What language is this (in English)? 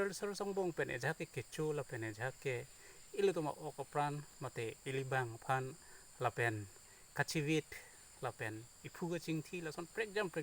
Karbi